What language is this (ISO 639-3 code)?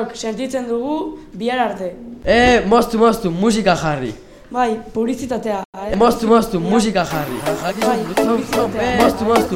eus